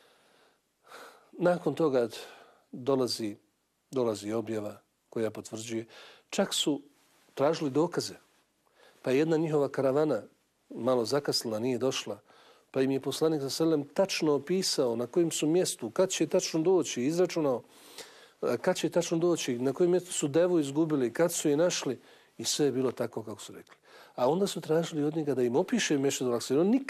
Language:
Bosnian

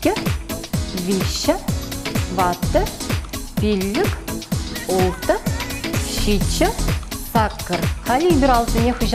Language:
Chuvash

